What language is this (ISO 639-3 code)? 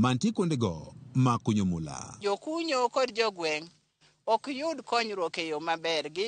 luo